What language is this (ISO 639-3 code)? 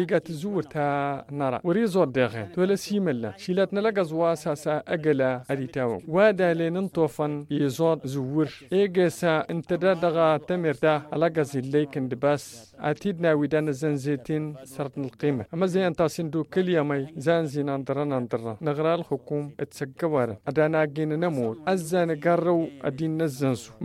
taq